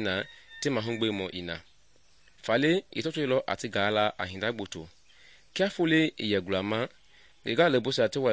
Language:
Mende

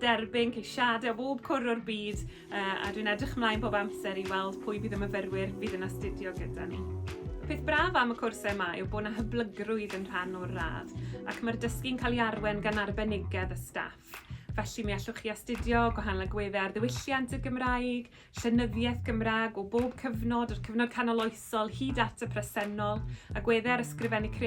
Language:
Welsh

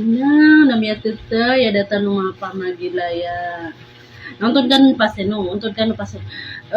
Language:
Maranao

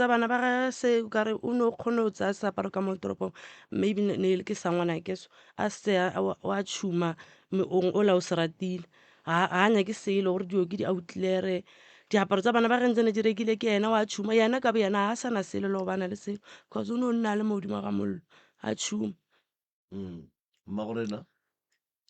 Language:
Northern Sotho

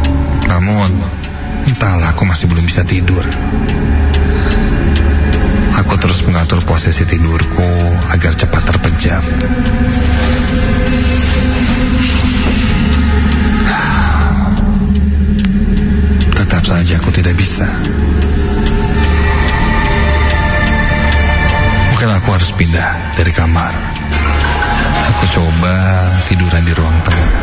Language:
Indonesian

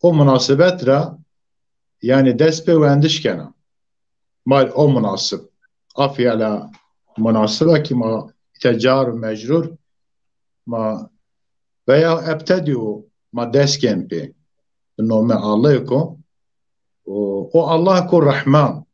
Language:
Zaza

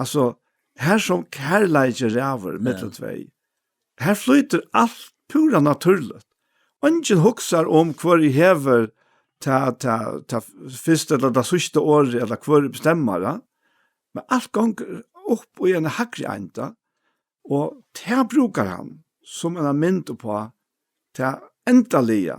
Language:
Faroese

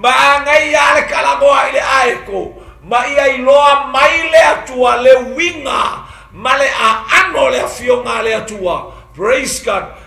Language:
Samoan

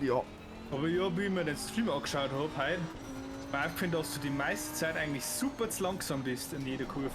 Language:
Bavarian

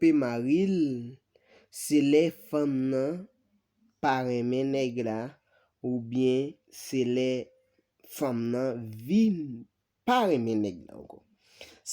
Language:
Haitian Creole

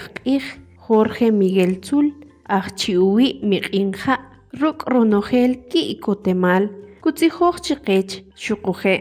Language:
Kʼicheʼ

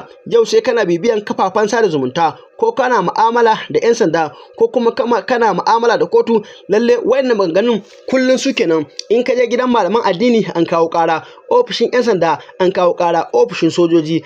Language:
Hausa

